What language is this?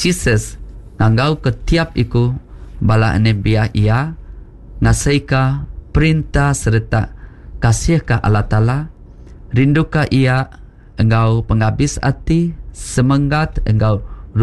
Iban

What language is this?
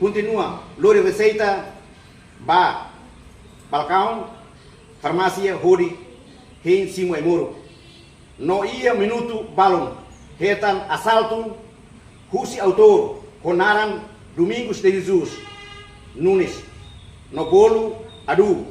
Tetum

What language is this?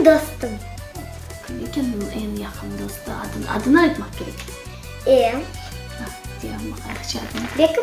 Crimean Tatar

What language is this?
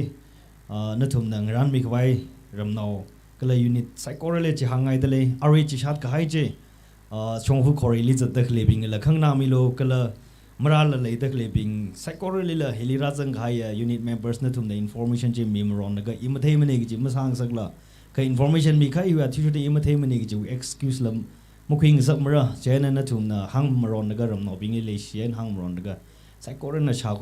Tangkhul Naga (India)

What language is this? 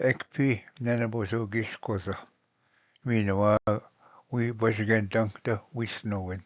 Ojibwa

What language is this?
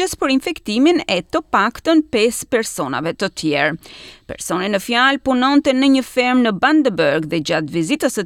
Albanian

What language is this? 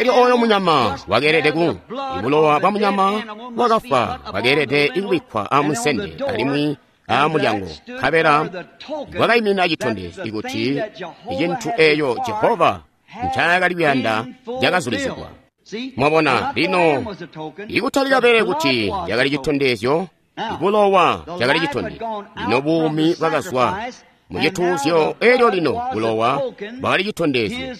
Tonga (Zambia)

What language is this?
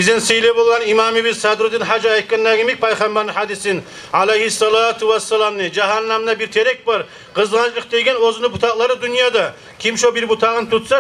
Kumyk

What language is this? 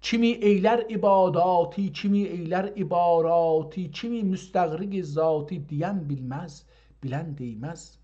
South Azerbaijani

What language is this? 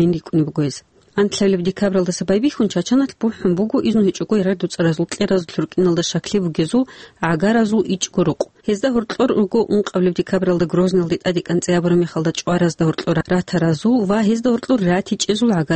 Avaric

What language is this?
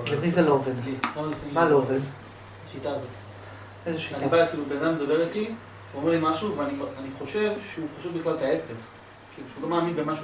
Hebrew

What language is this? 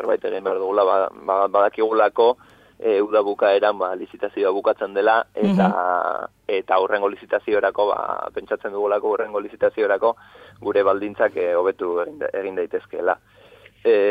Basque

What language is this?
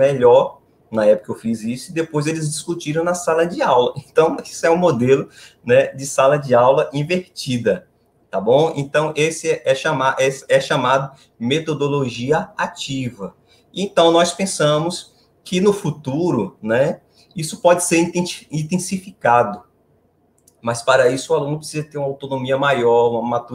Portuguese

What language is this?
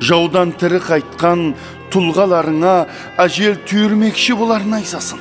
Kara-Kalpak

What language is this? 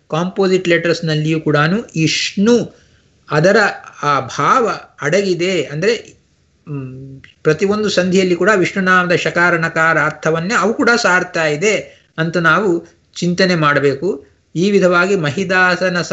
Kannada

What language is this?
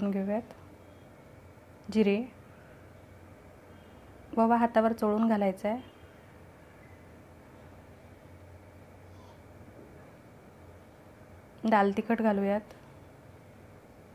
Marathi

